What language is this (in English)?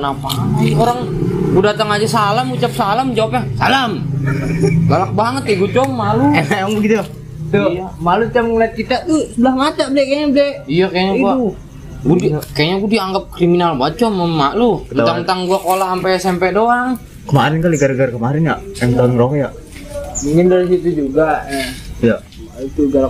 Betawi